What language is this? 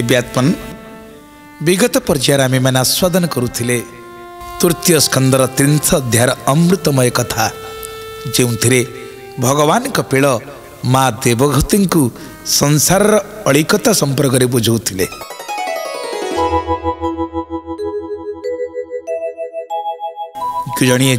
Odia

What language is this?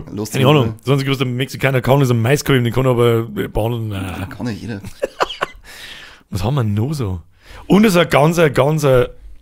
Bavarian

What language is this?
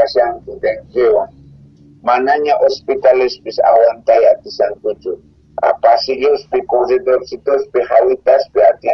South Bolivian Quechua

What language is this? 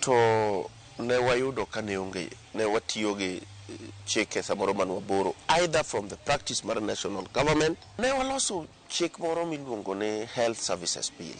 Luo (Kenya and Tanzania)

